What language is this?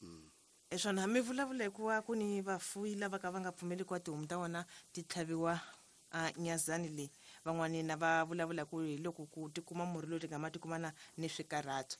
Tsonga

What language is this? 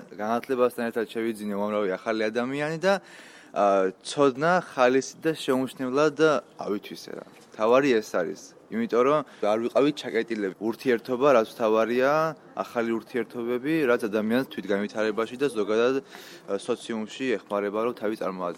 Georgian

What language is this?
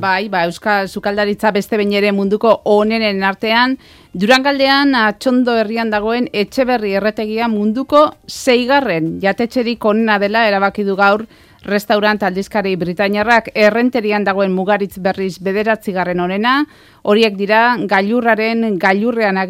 Basque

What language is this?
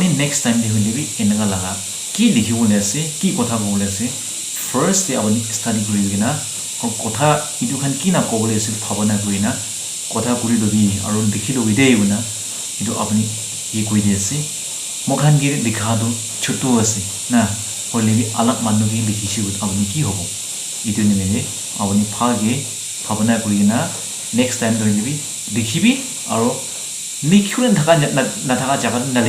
Naga Pidgin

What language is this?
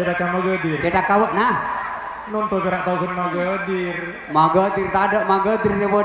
Madurese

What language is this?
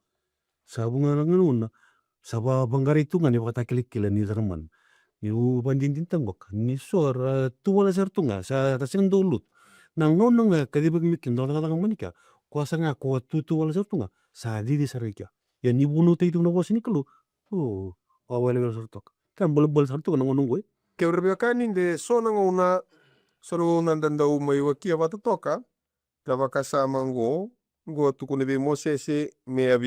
Fijian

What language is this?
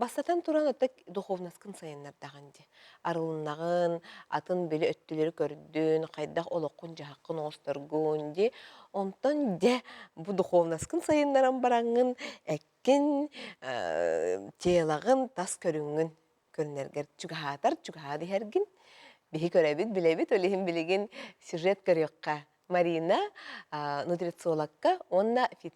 Yakut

